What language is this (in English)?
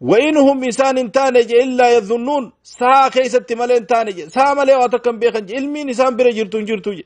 Oromo